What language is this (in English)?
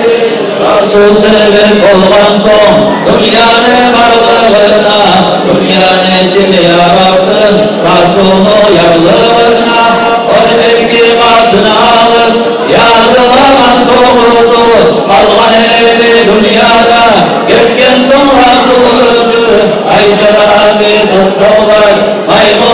Kumyk